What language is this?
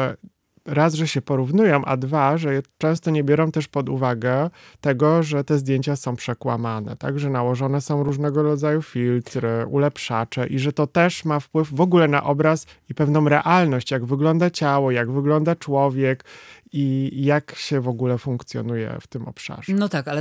Polish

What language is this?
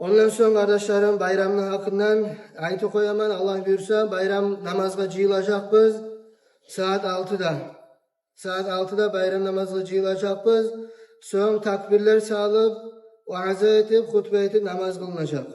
Kumyk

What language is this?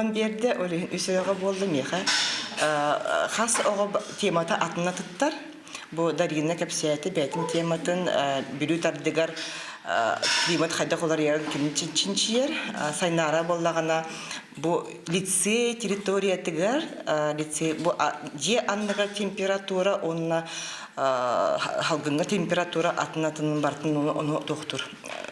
Yakut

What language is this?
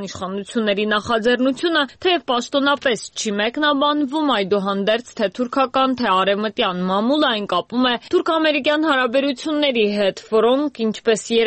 Armenian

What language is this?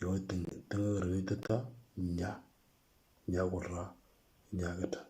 Moro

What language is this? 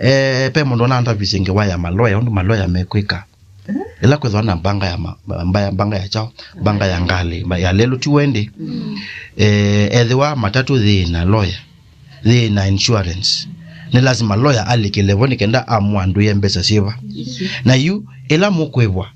Kamba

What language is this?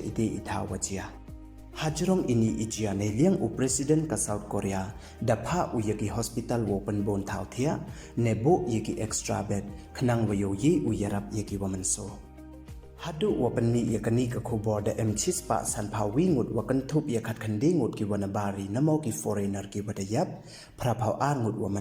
Pnar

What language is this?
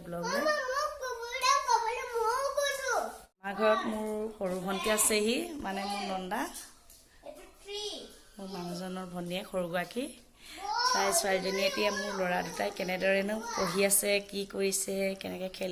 Assamese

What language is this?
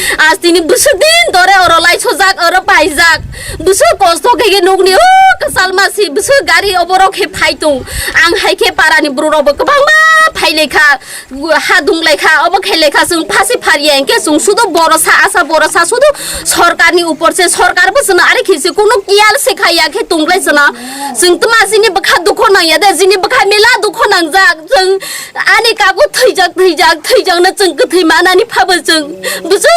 Kok Borok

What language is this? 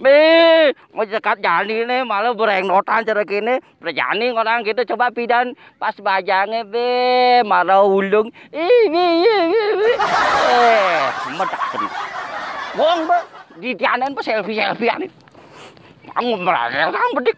Balinese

